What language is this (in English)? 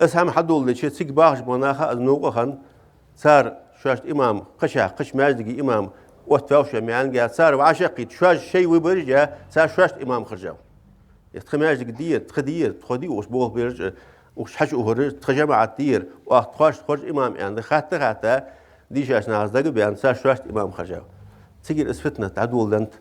Ingush